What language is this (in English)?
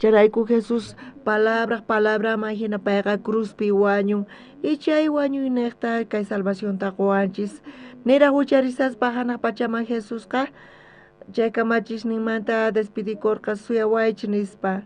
South Bolivian Quechua